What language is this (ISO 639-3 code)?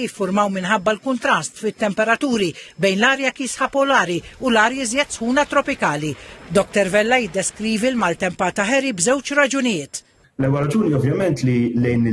mlt